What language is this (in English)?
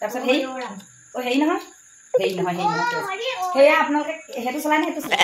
Assamese